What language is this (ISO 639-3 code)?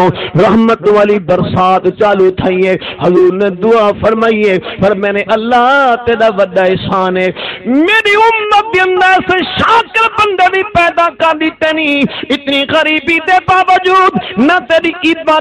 skr